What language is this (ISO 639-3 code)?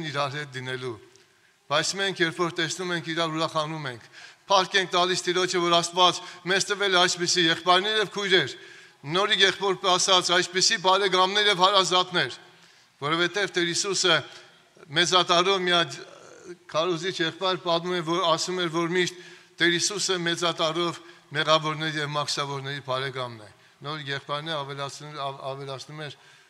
hye